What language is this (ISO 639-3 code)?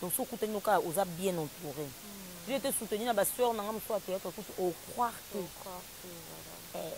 lin